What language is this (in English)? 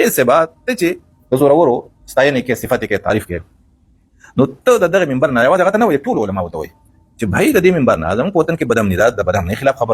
Pashto